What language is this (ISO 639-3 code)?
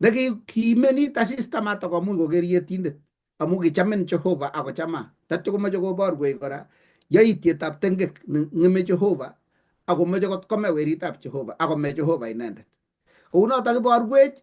kln